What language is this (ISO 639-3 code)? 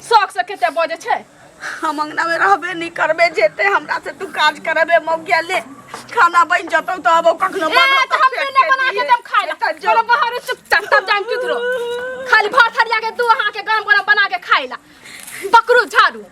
mai